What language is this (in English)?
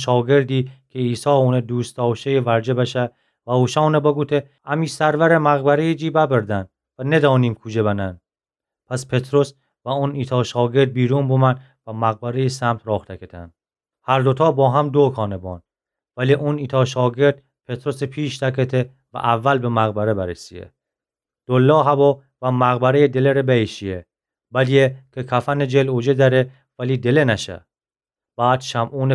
Gilaki